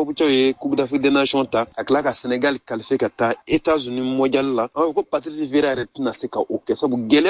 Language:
Bambara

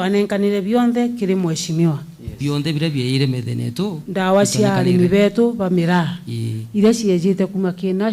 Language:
Meru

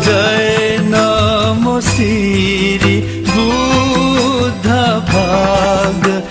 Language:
Newari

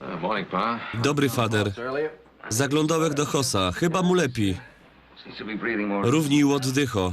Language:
Silesian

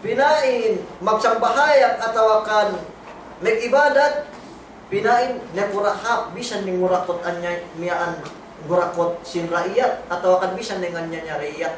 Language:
Yakan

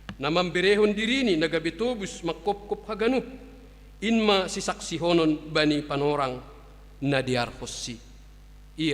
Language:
Batak Simalungun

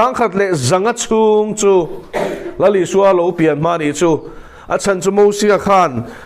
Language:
Mizo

